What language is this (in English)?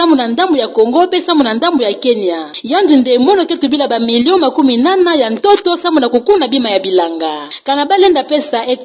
Kituba (Democratic Republic of Congo)